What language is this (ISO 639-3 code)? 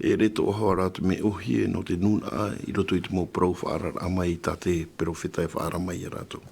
tah